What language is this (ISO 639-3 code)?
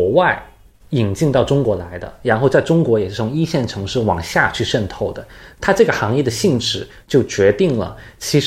zho